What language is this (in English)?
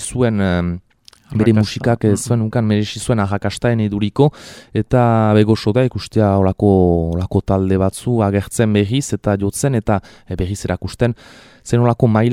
Basque